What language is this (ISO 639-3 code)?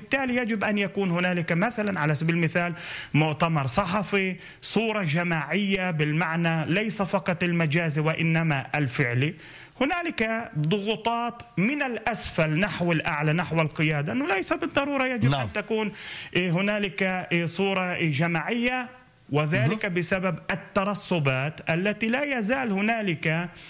ara